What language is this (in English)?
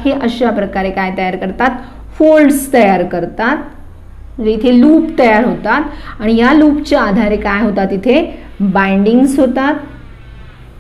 Marathi